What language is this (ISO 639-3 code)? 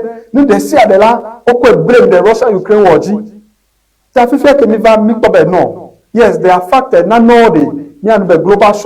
ewe